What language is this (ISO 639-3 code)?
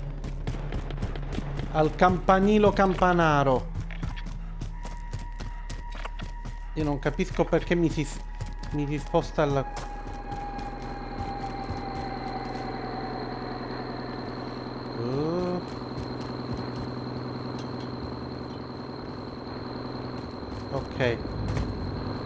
ita